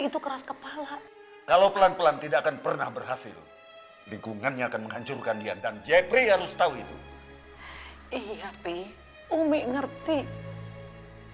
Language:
Indonesian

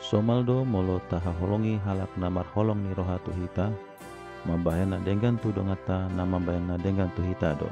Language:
Batak Toba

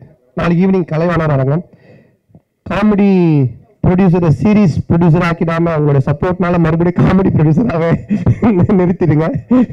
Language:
Tamil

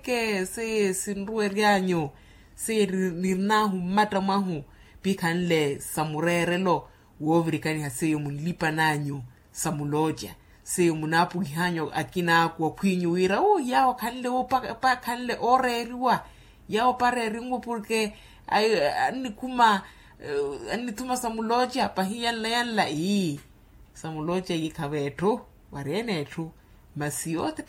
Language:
Makhuwa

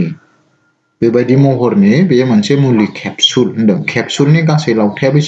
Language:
Bodo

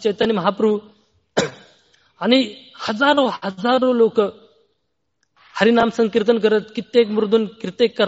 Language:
Marathi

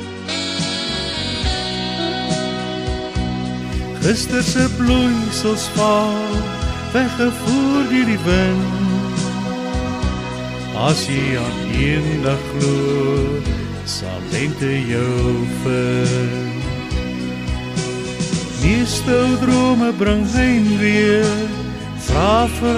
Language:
Afrikaans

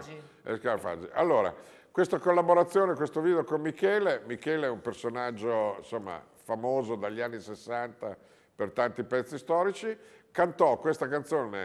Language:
Italian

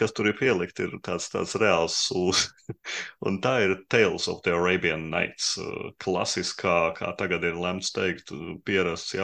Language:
Latvian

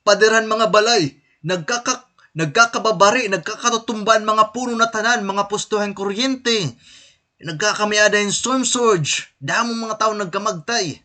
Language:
Waray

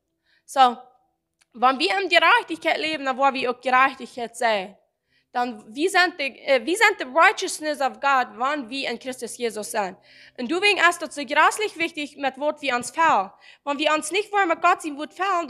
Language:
Plautdietsch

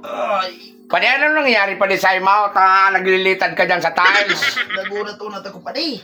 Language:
Bikol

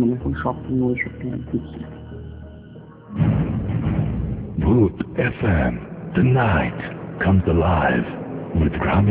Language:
Bangla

